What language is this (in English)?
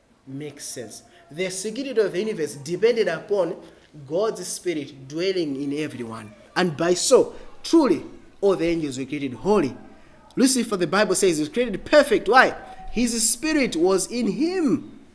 English